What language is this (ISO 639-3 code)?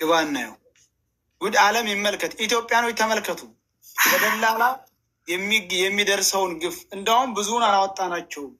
amh